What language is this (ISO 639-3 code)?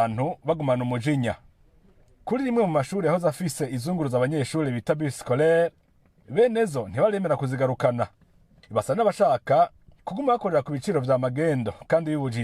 run